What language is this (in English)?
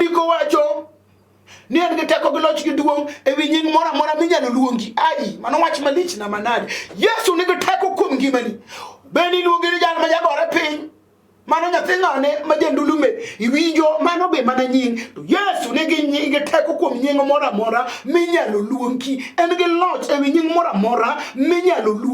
Luo (Kenya and Tanzania)